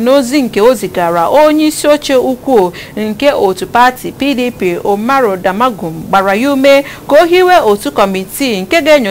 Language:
Igbo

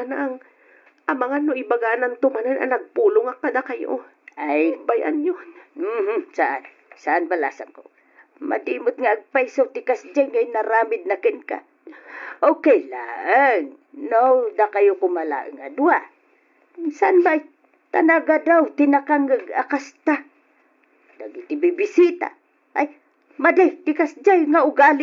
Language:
Iloko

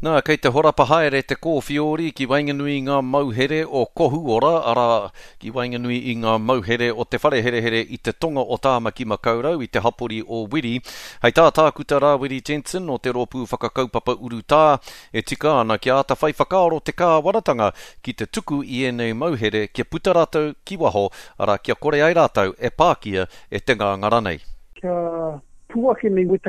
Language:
Māori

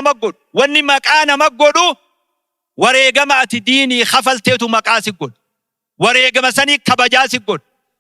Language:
Oromo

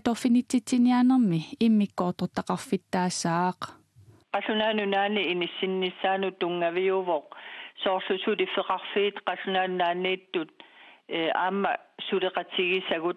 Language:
Kalaallisut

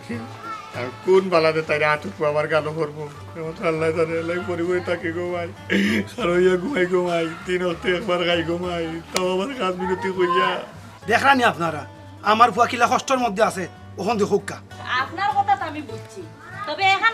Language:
Sylheti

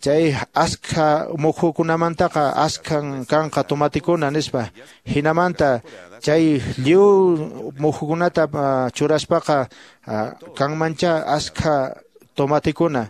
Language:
Quechua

